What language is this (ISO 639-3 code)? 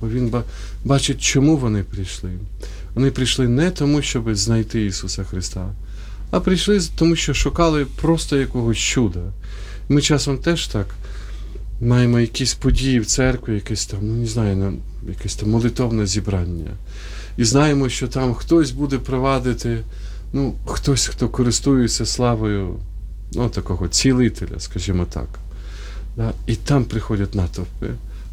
ukr